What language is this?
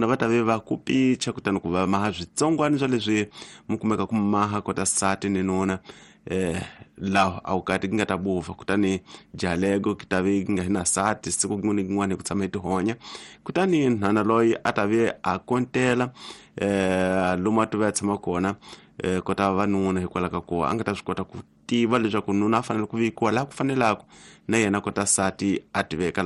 Tsonga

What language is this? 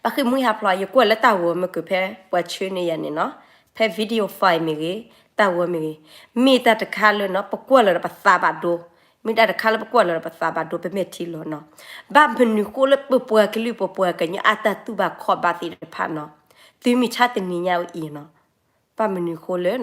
S'gaw Karen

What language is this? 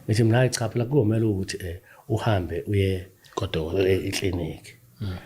Zulu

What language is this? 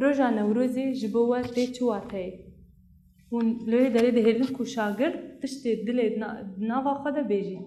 Kurdish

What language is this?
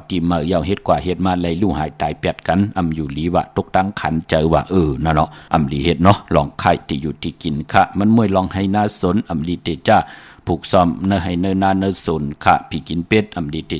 Shan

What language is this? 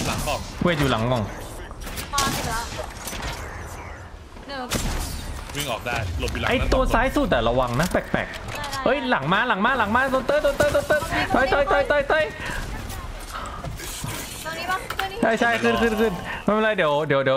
Thai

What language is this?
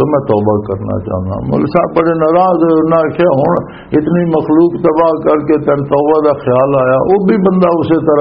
Western Panjabi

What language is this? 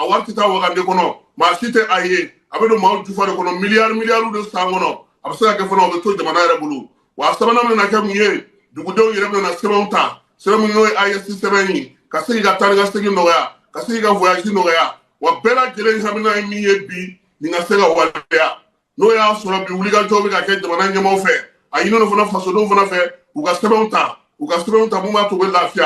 Bambara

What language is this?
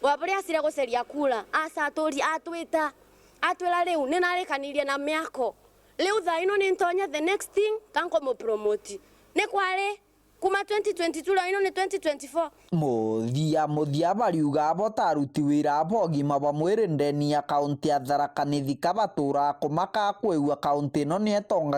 Meru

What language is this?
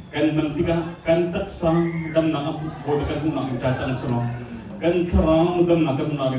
Hakha Chin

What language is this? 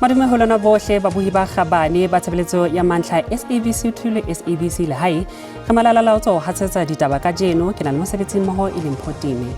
Southern Sotho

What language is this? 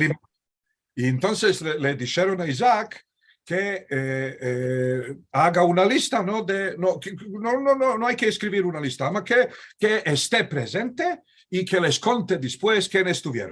Ladino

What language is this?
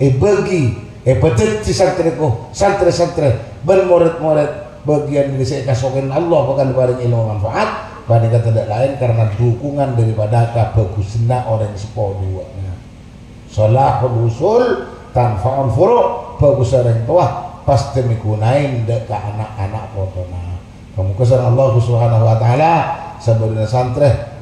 Madurese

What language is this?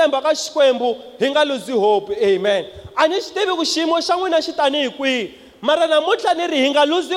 Tsonga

